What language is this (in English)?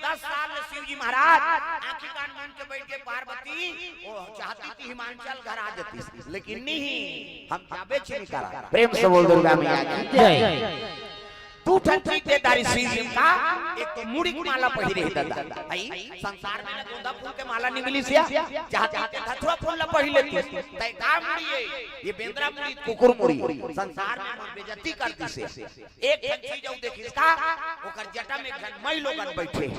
Chhattisgarhi